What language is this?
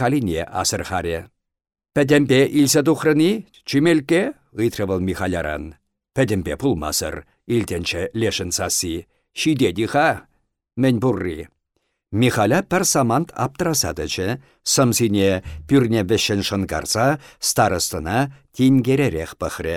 Chuvash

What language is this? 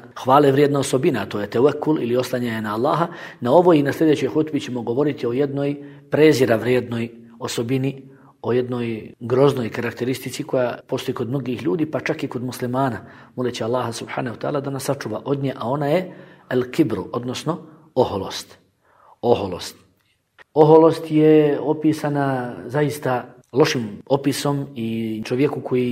Bosnian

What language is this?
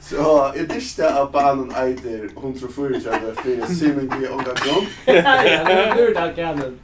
Faroese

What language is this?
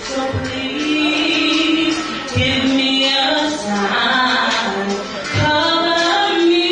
Tongan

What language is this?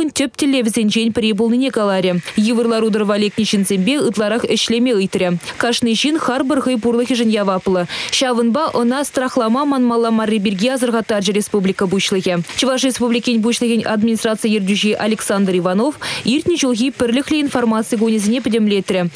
Chuvash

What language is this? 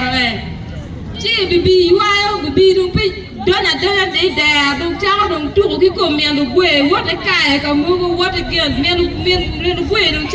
Acoli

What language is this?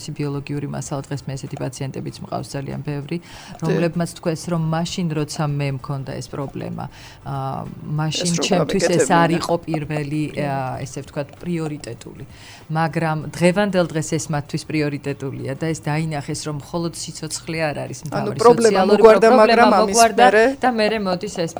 Georgian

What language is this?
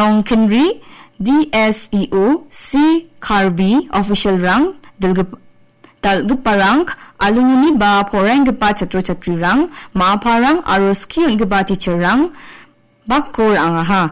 Garo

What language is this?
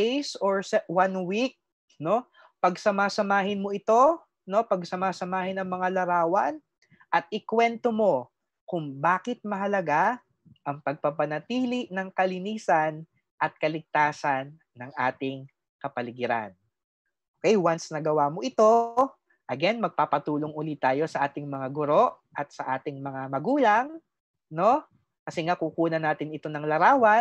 Filipino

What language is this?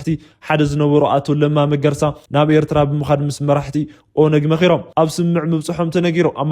Tigrinya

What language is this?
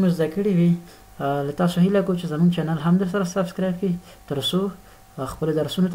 Pashto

